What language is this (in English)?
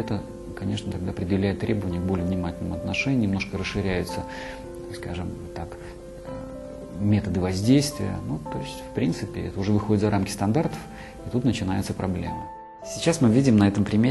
Russian